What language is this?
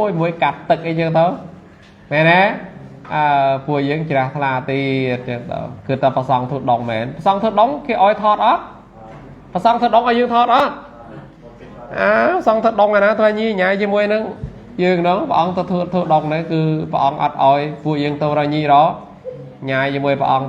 Khmer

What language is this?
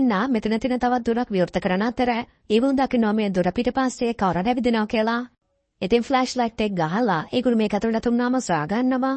Sinhala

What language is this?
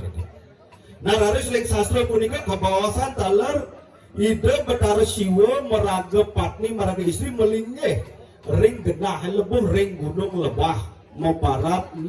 Balinese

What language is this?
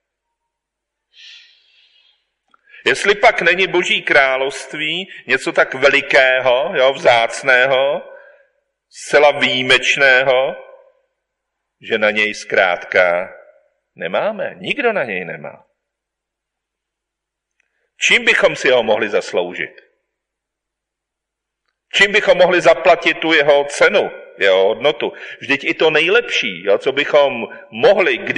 Czech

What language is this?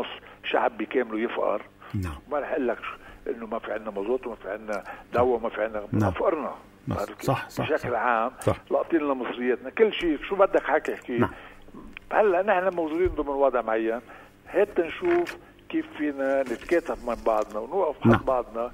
North Levantine Arabic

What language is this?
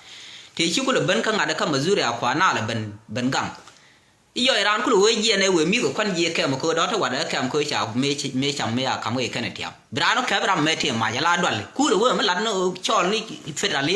Nuer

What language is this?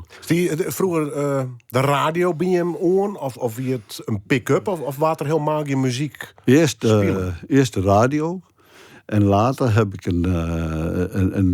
Western Frisian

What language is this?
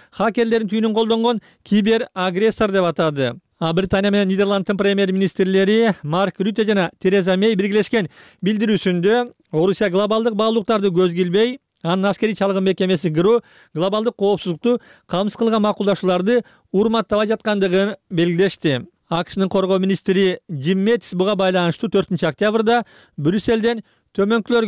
Kyrgyz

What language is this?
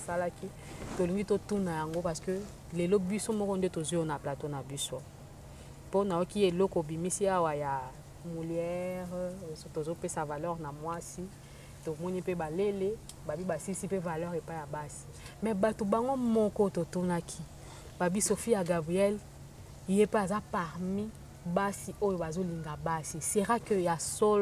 Lingala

